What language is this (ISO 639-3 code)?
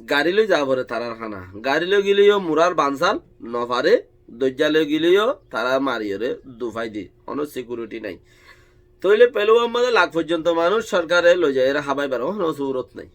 rhg